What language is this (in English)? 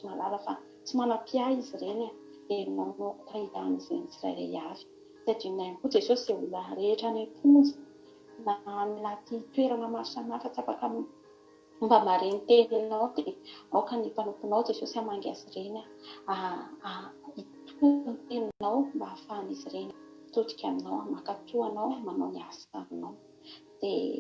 Malagasy